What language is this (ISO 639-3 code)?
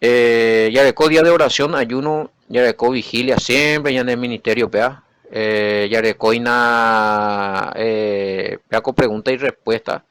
grn